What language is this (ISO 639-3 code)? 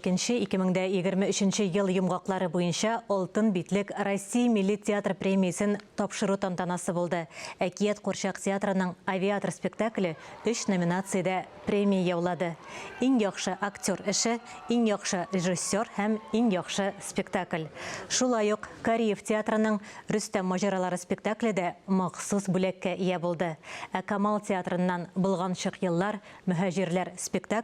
tat